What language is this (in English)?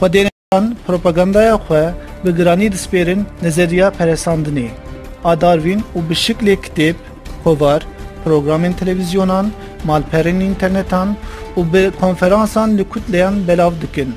Kurdish